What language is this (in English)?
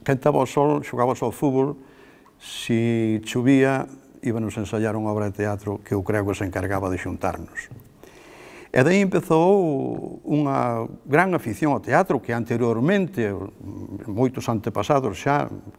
Galician